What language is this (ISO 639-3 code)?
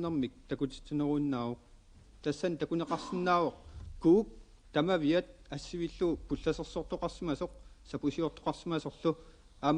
kal